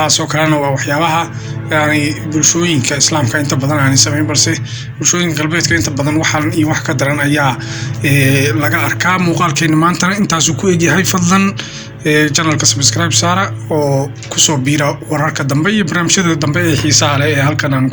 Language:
Somali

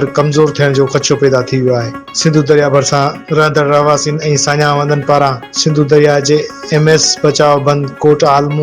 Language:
Sindhi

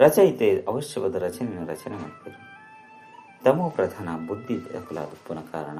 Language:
Tulu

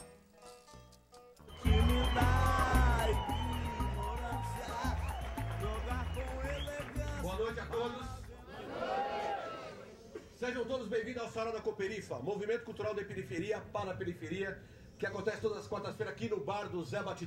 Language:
Portuguese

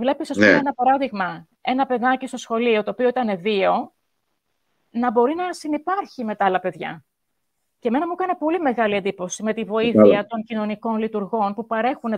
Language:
Greek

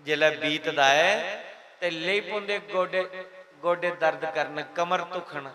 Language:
Dogri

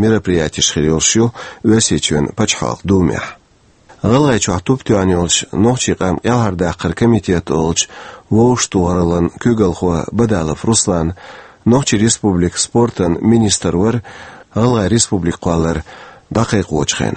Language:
Chechen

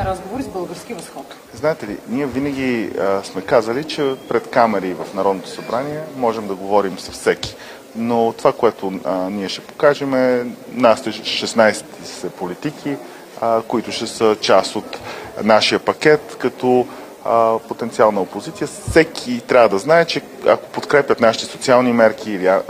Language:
Bulgarian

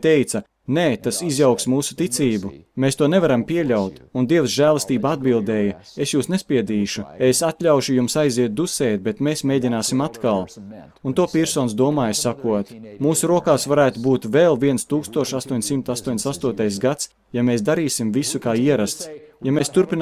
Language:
Latvian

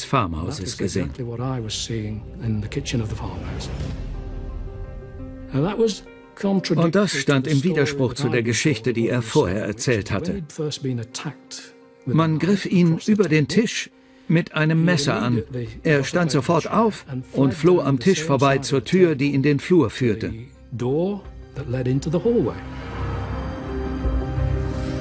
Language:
German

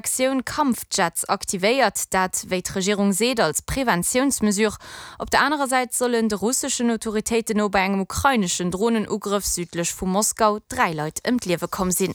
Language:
Luxembourgish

